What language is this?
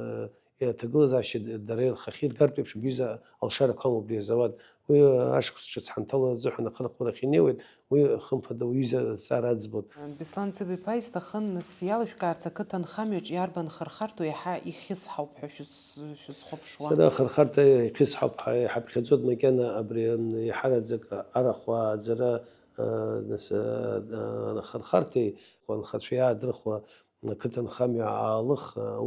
Abkhazian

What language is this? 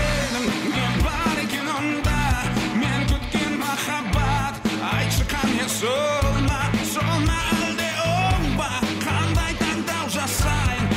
Kazakh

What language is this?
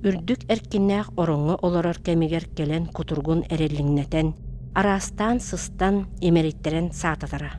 Yakut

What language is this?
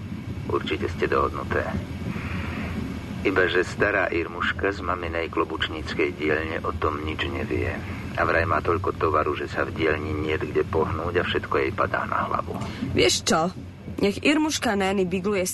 Slovak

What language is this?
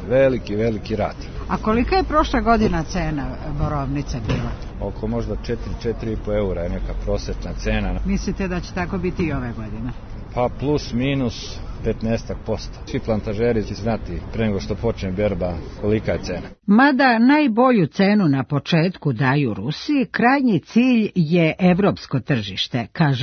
Serbian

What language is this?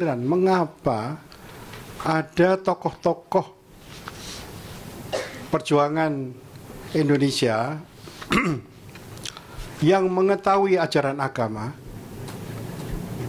Indonesian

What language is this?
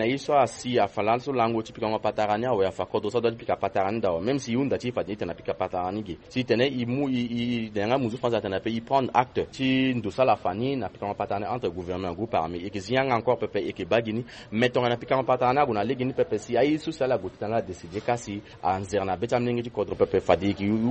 Sango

